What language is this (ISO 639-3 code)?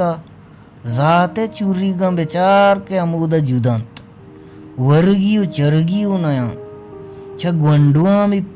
bal